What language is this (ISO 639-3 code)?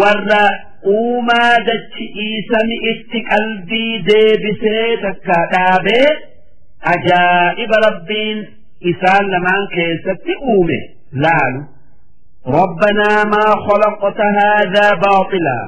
orm